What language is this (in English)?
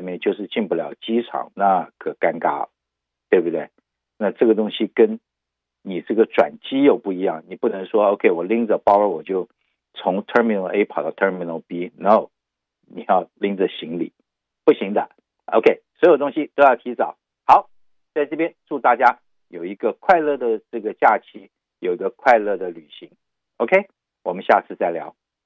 Chinese